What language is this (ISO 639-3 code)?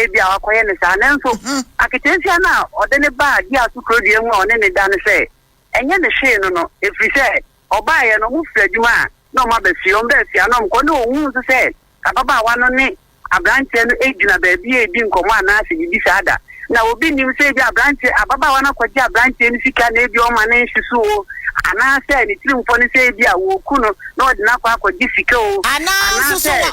aka